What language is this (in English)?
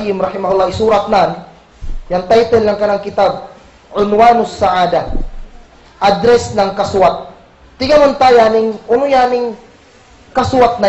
Kagan Kalagan